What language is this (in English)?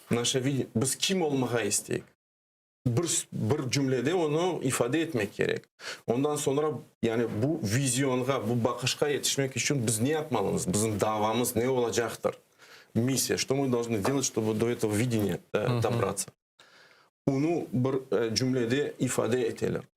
Crimean Tatar